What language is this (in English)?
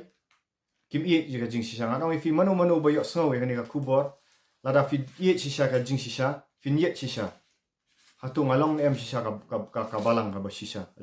Khasi